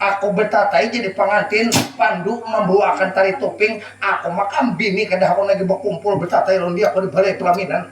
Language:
Banjar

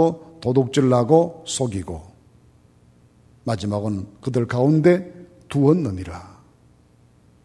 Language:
Korean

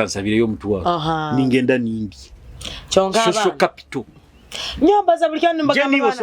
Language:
Nyoro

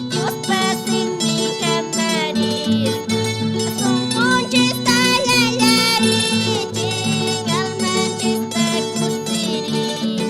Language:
Quechua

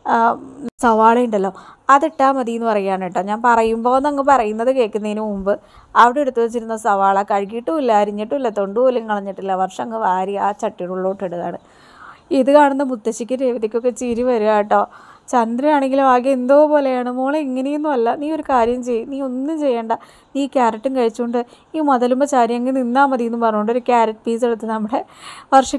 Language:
Malayalam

